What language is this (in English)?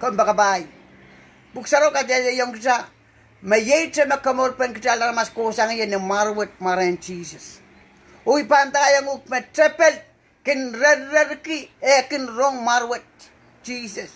Pohnpeian